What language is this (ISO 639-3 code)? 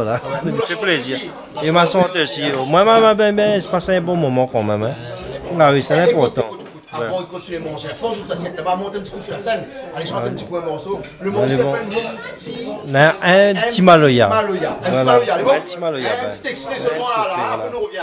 rcf